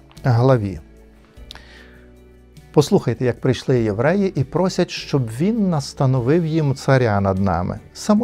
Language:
Ukrainian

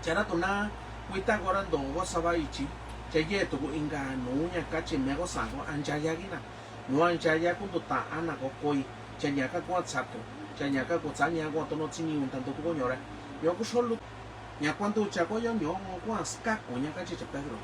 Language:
Mixtepec Mixtec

